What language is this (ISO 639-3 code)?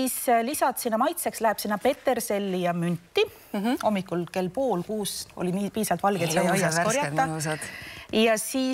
est